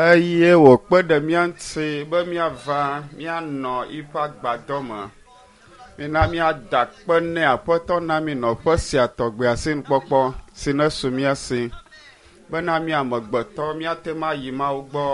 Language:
Ewe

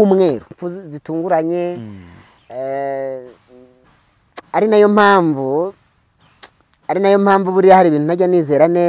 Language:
Kinyarwanda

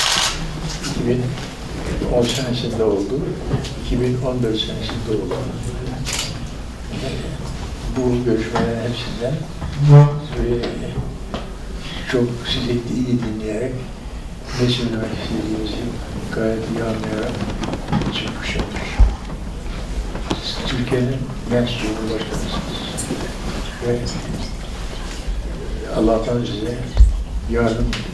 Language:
Turkish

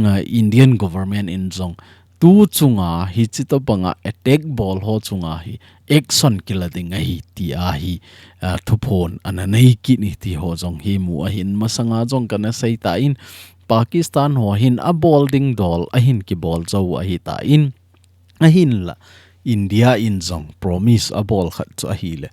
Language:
Thado Chin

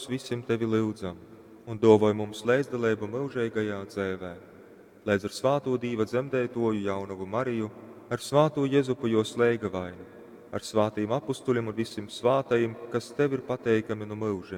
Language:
Latgalian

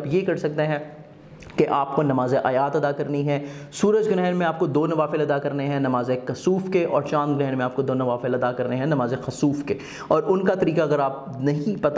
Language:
Urdu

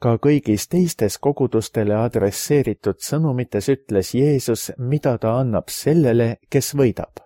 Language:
Estonian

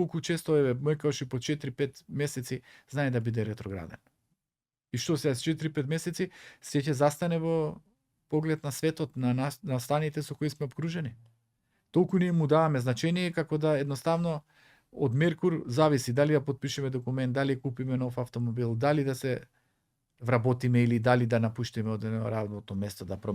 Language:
Macedonian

